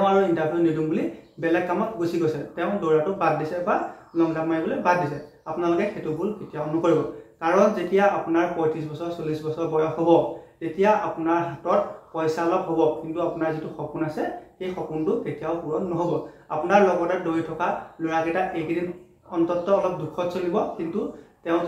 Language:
Assamese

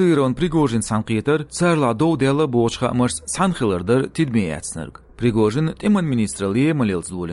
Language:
Chechen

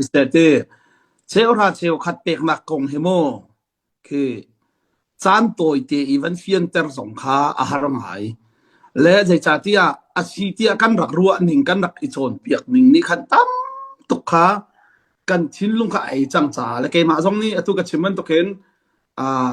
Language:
Hakha Chin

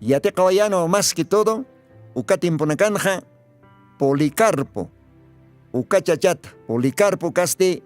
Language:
Aymara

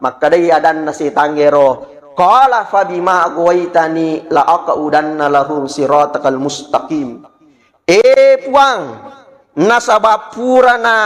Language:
Buginese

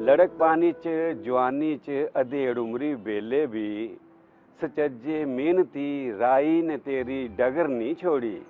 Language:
Dogri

